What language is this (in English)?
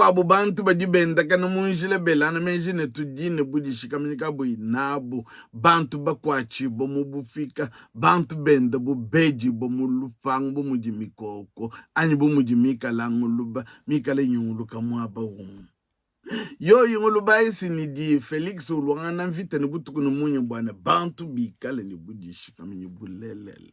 Luba-Lulua